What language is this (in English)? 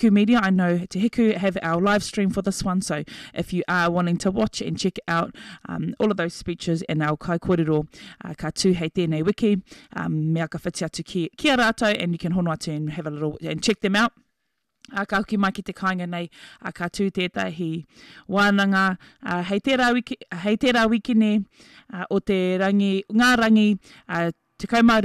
Māori